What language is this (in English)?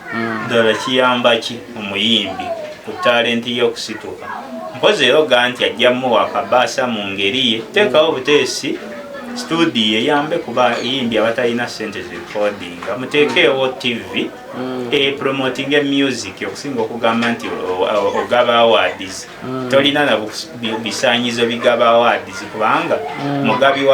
Ganda